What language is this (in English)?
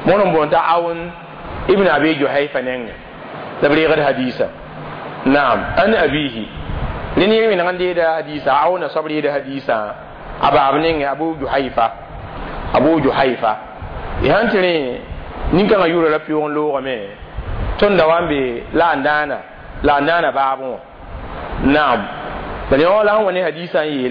Mossi